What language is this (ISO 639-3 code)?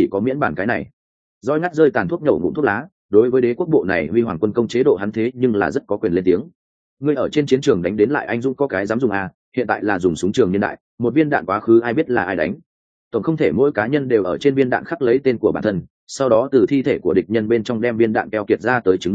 vie